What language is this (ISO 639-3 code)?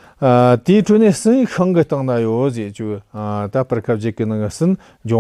bod